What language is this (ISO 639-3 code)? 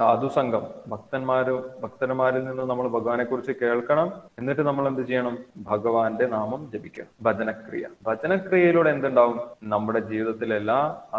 mal